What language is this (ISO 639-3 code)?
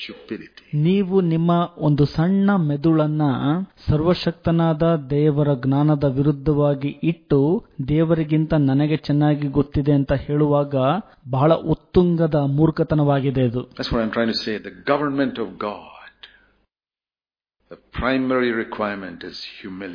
kan